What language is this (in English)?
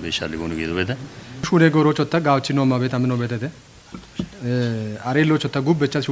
Kafa